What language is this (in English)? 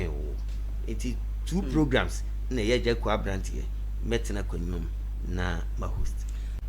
Akan